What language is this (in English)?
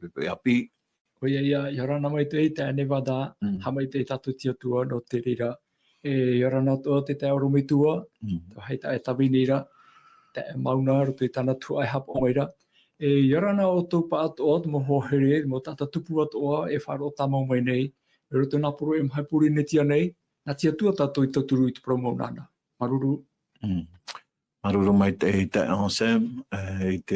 Tahitian